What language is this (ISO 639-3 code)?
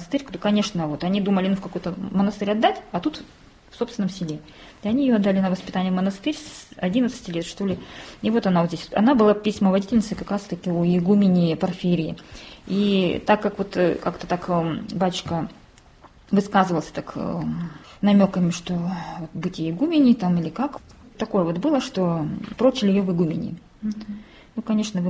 rus